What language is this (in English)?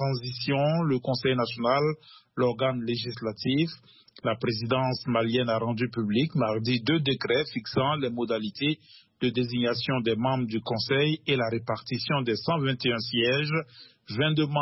French